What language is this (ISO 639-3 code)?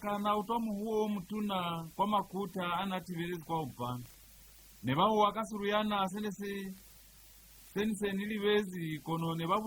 loz